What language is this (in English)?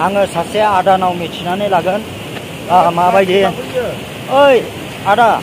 Bodo